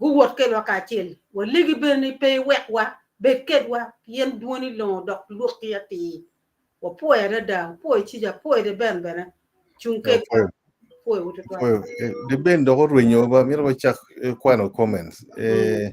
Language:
Acoli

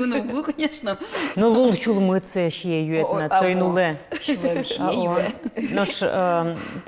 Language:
Udmurt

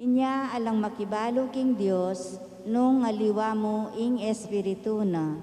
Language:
Pampanga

